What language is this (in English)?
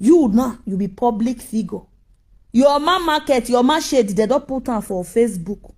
Nigerian Pidgin